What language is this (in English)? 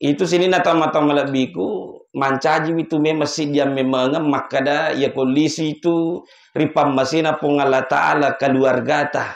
Buginese